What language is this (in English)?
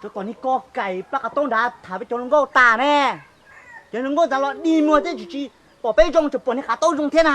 Hmong